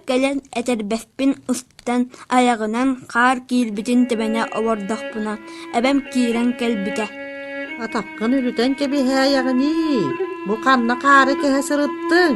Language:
Yakut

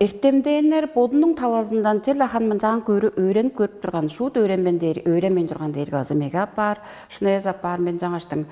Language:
Tuvinian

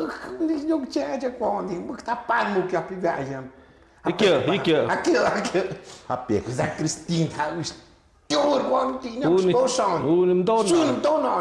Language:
Tlahuitoltepec Mixe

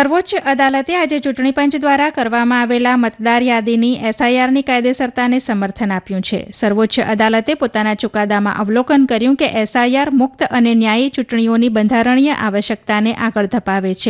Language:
Gujarati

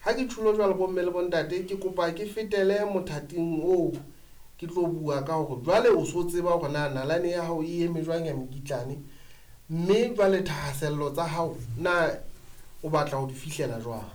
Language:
Southern Sotho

